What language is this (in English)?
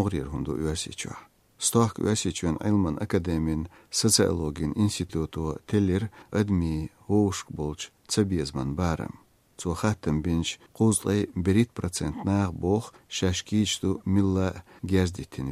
Chechen